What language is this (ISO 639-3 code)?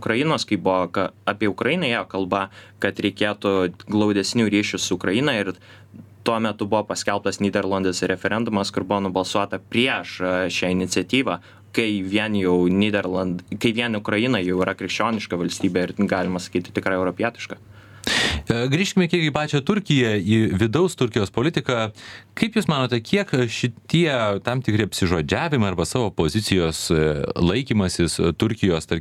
lit